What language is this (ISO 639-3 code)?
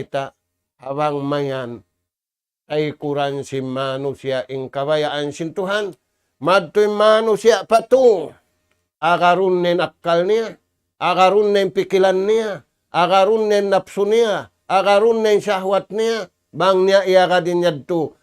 tsg